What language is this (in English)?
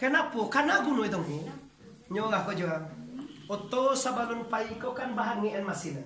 Minangkabau